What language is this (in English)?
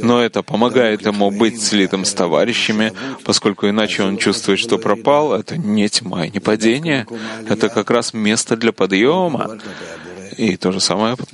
Russian